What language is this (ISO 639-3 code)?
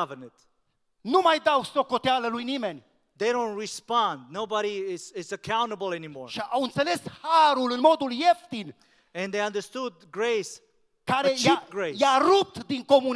ron